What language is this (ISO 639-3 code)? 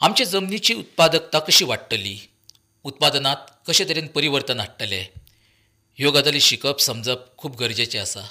kok